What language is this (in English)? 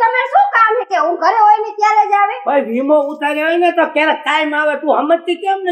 Gujarati